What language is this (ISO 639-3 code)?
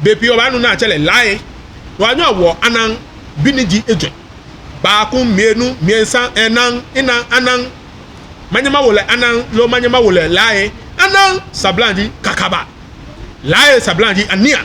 gaa